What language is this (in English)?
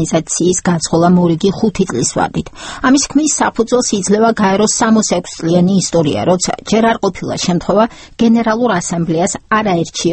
Georgian